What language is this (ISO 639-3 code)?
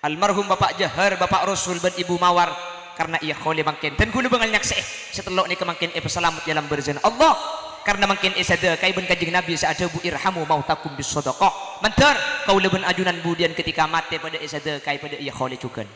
mad